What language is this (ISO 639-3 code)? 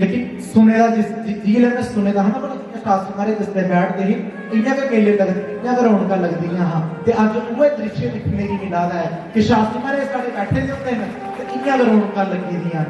doi